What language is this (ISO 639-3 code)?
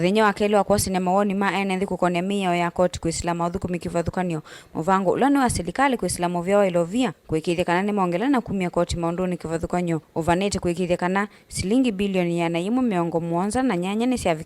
kam